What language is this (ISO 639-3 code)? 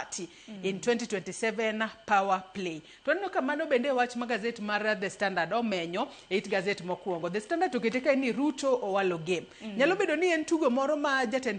luo